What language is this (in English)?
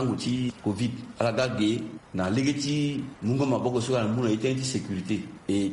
Sango